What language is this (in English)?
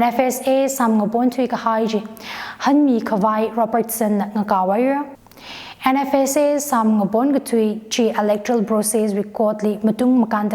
Tangkhul Naga (India)